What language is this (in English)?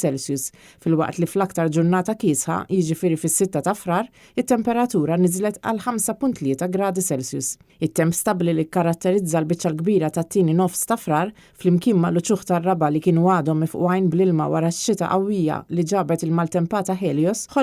Maltese